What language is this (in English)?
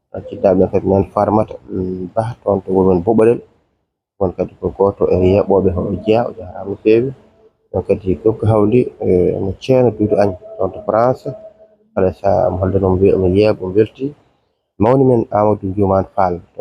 Fula